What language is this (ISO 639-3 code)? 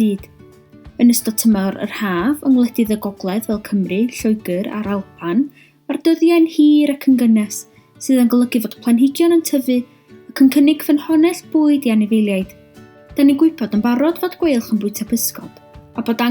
cym